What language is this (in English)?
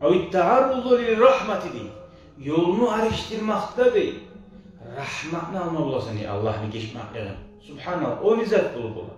Kumyk